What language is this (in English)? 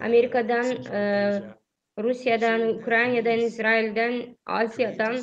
Gagauz